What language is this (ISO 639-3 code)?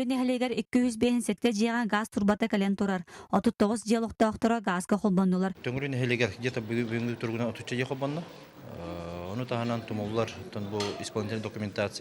sah